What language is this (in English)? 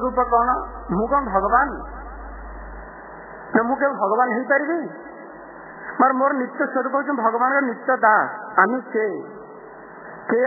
Odia